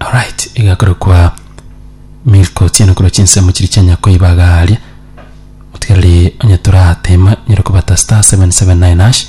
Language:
Gusii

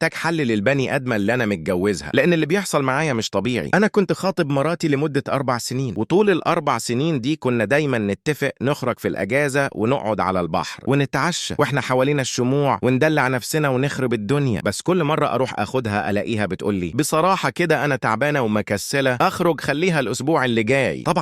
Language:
Egyptian Arabic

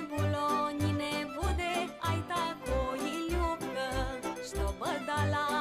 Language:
Rusyn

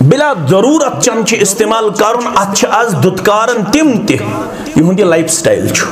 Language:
Kashmiri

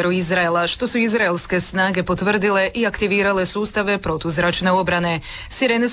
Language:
Croatian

